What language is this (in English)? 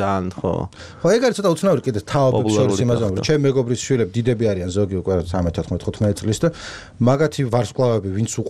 Georgian